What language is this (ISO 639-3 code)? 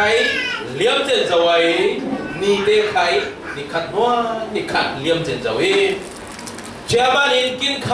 cfm